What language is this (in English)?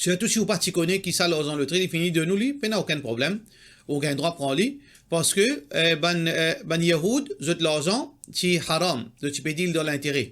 Morisyen